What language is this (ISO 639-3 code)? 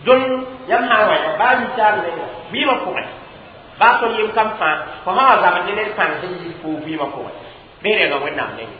mos